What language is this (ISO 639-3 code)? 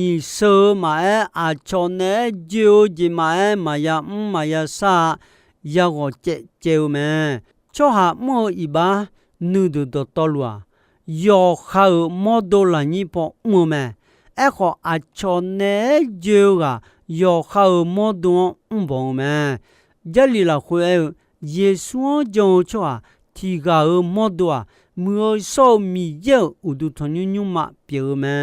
ahk